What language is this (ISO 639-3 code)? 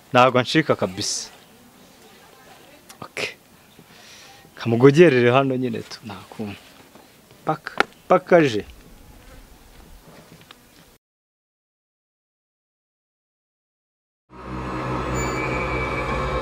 kin